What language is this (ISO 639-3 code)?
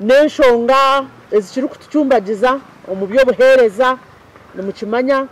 nyn